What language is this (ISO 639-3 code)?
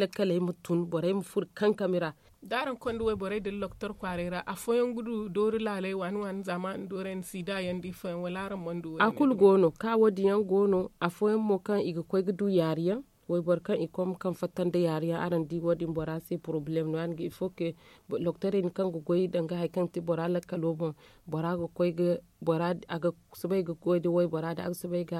dje